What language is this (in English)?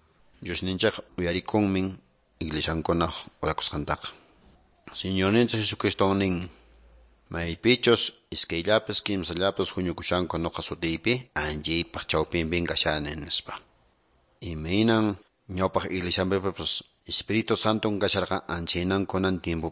Quechua